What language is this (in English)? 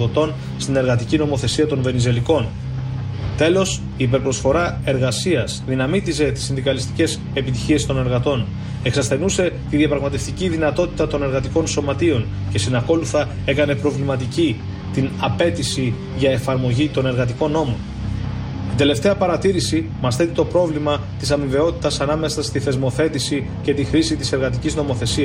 Greek